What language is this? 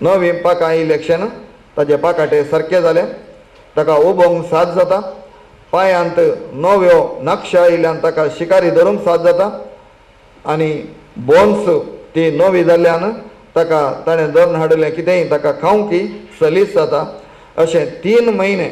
Konkani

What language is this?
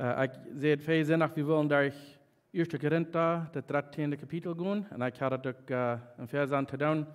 Plautdietsch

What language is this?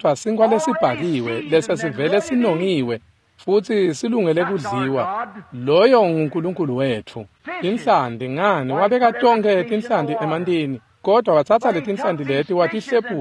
Swati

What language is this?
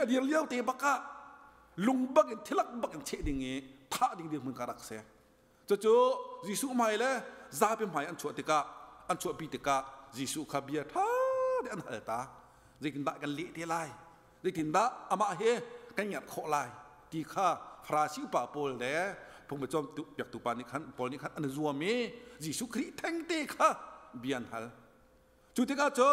Hakha Chin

